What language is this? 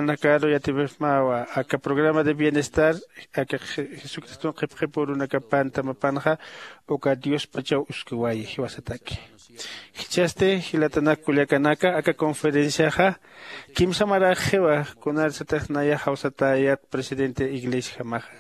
Aymara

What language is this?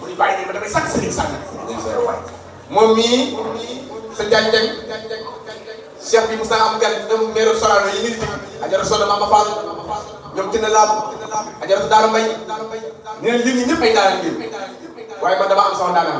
Wolof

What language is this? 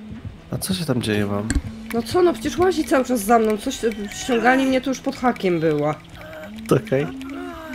Polish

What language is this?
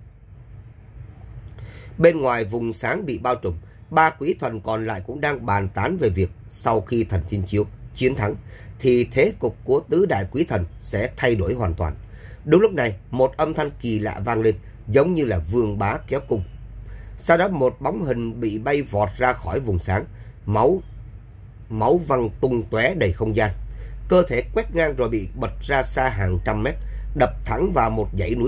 Vietnamese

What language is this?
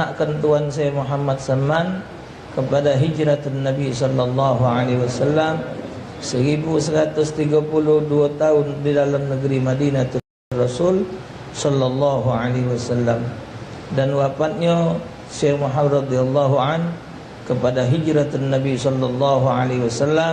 Musi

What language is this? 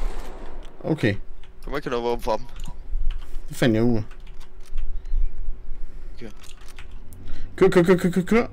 Danish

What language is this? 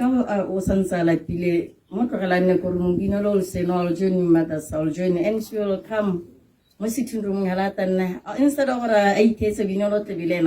Tswana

